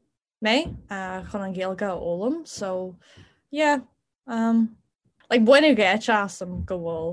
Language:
Irish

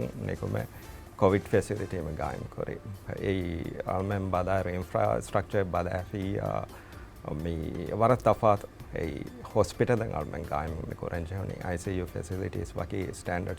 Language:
Divehi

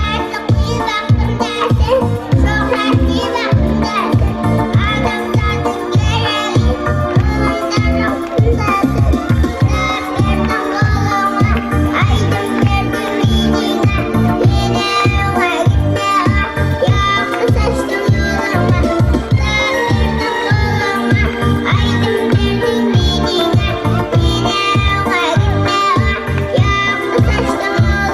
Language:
Turkmen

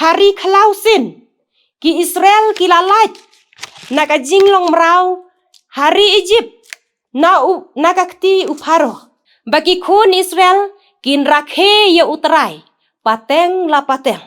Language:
Khasi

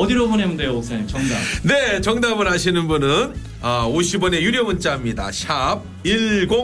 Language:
Korean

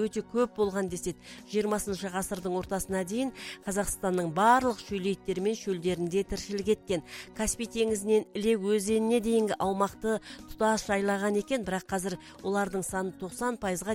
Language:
Kazakh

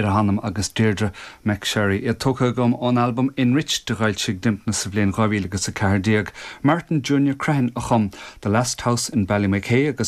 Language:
Irish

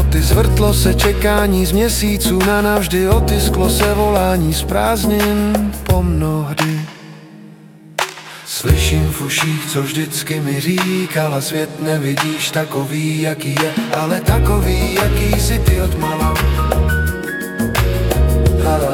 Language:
Czech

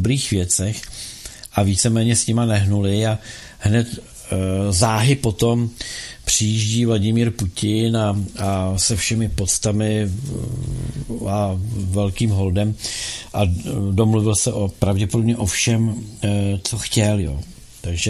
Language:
Czech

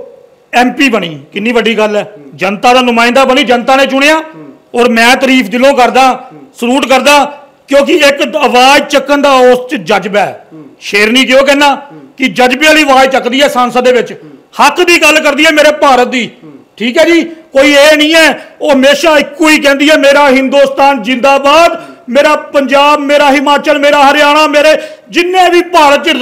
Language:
Punjabi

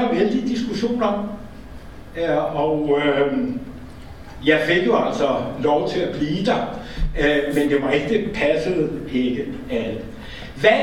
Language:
Danish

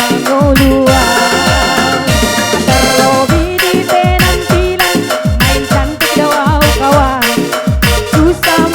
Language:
Batak Karo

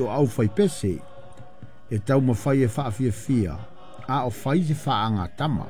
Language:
Samoan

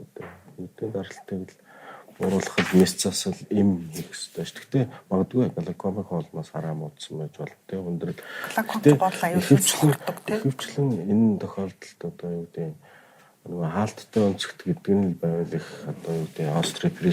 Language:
Mongolian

